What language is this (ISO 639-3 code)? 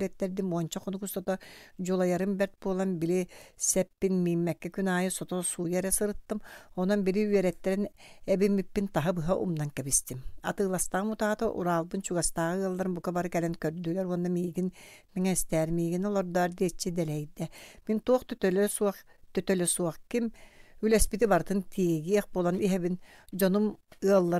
sah